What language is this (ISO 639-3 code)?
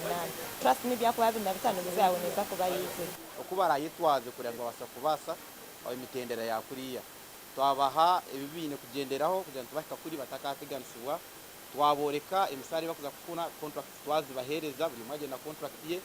nyn